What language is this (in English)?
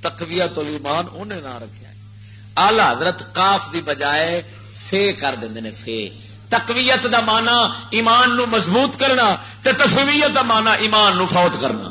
Western Panjabi